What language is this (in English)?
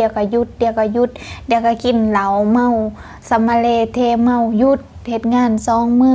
Lao